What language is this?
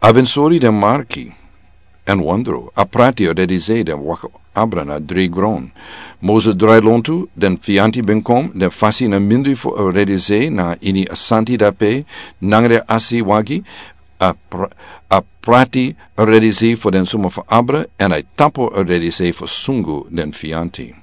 Sranan Tongo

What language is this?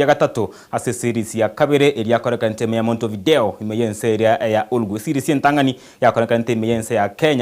Gusii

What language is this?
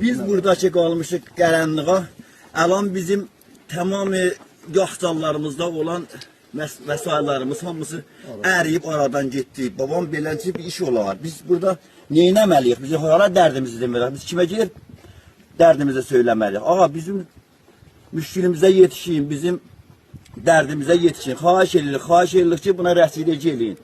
South Azerbaijani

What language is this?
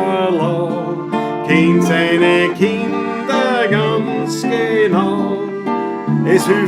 Bavarian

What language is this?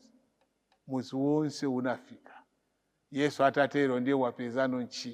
Nyanja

